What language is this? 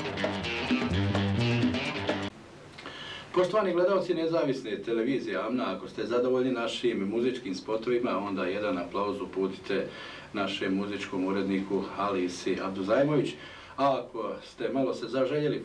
Bosnian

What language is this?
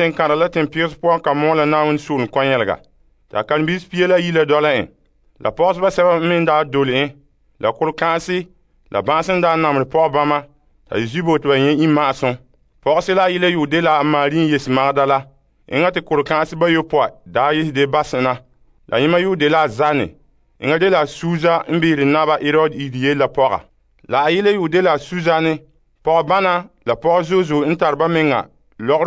Frafra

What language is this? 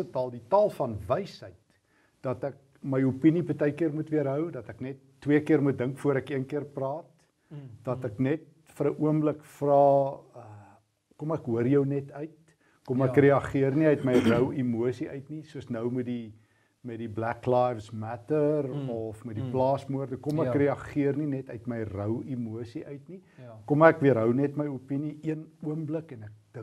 Afrikaans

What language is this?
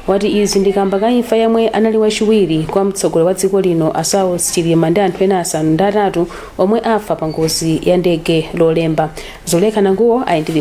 Nyanja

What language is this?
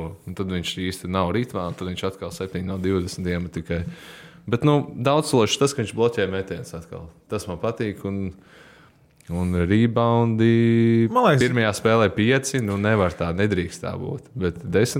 Latvian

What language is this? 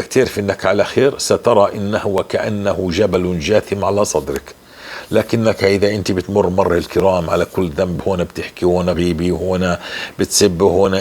North Levantine Arabic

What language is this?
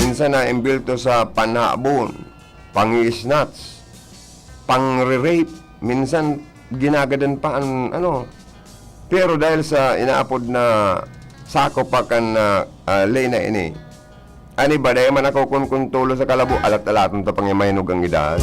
Bikol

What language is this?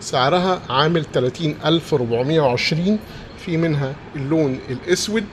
Egyptian Arabic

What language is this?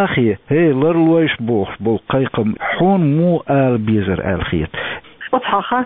Chechen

